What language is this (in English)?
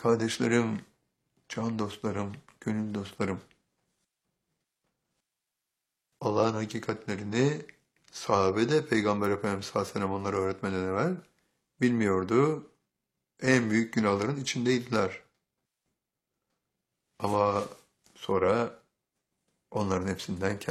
Turkish